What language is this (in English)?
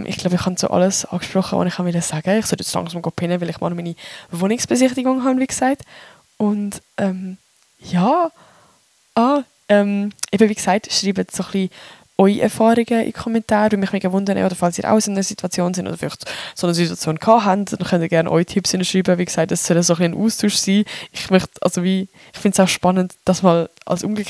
Swiss German